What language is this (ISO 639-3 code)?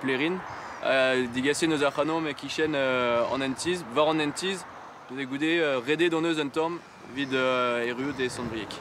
bre